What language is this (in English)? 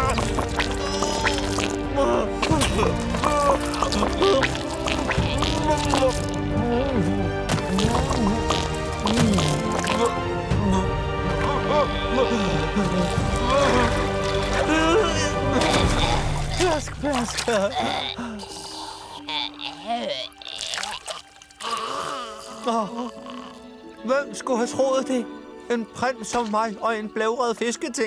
Danish